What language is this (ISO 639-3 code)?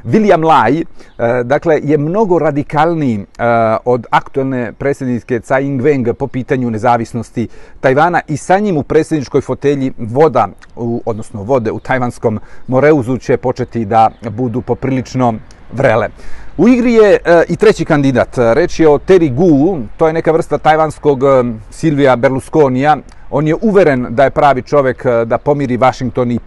srp